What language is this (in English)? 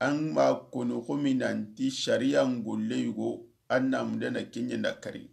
Soninke